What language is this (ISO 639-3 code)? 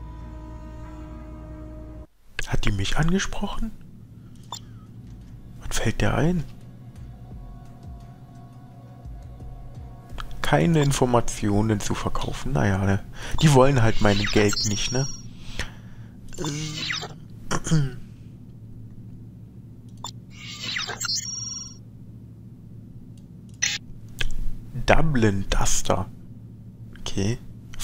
deu